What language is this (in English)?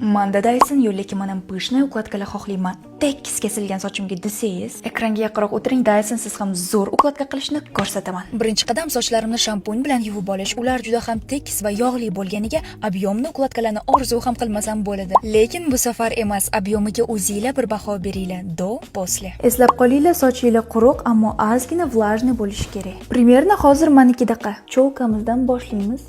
Uzbek